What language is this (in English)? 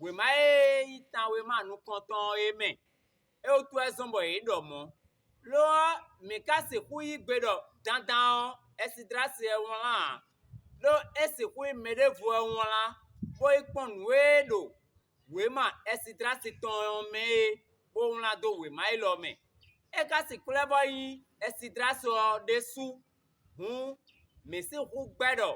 Fon